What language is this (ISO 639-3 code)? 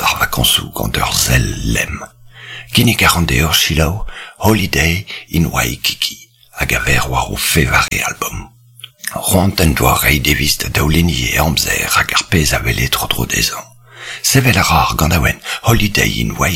bre